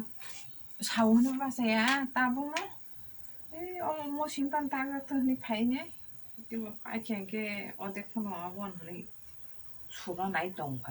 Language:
Kok Borok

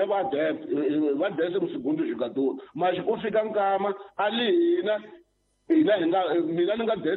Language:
Tsonga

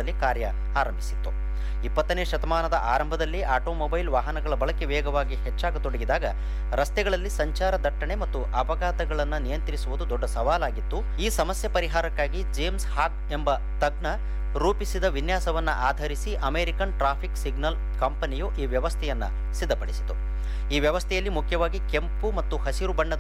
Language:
Kannada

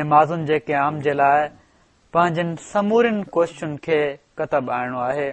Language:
Sindhi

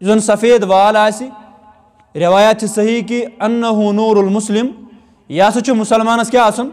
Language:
Kashmiri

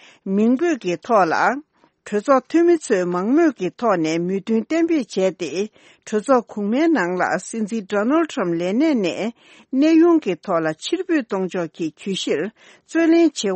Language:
Tibetan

